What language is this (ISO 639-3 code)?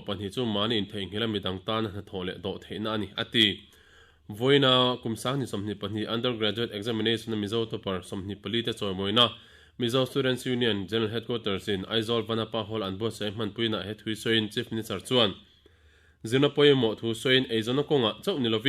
lus